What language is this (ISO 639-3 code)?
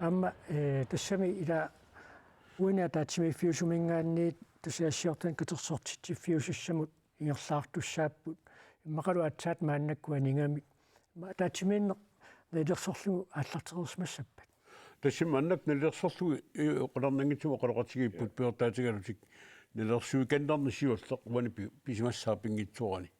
kal